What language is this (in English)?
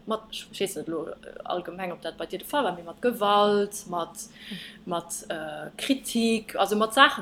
Luxembourgish